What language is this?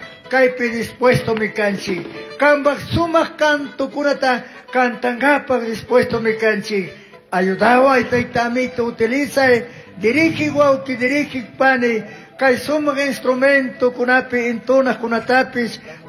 Chimborazo Highland Quichua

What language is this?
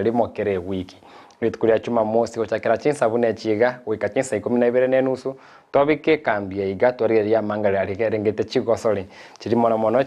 Gusii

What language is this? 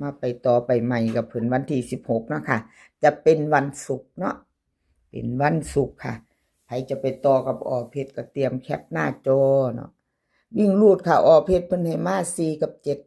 Lao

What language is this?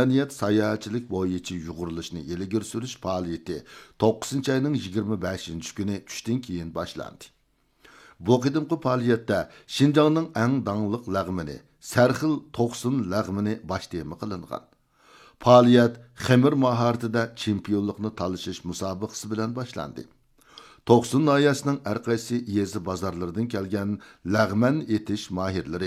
Uyghur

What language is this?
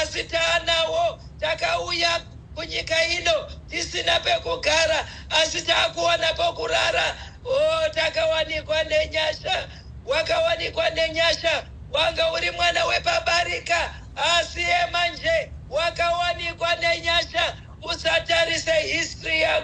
Shona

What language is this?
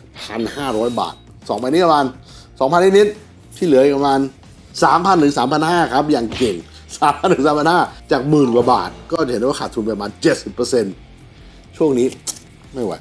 Thai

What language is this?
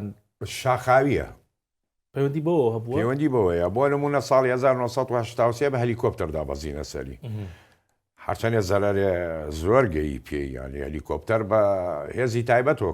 Central Kurdish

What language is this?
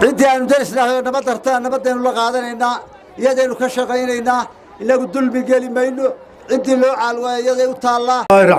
Somali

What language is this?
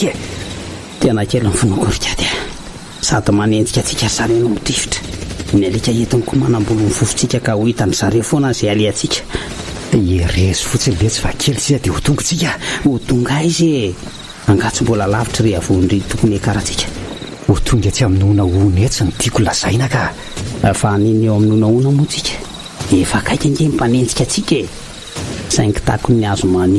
Malagasy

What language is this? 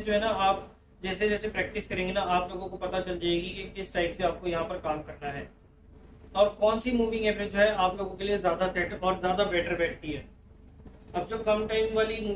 Hindi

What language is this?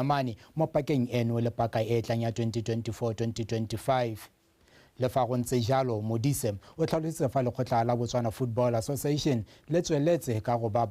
Tswana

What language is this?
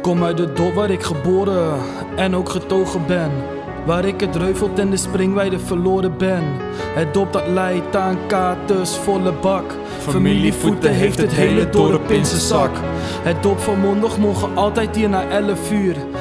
Limburgish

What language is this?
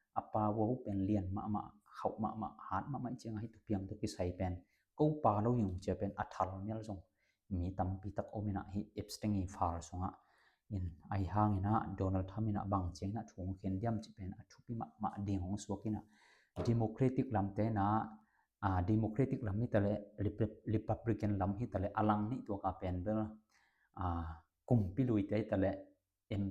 Tedim Chin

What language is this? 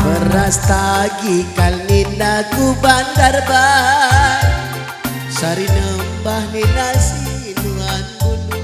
Batak Karo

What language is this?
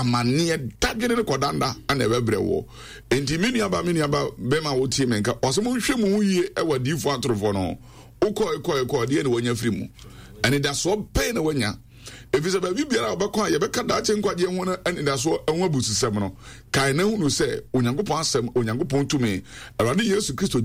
Akan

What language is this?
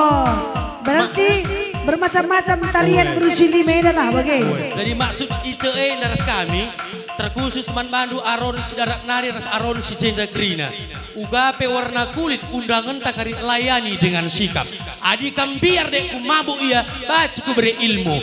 Batak Karo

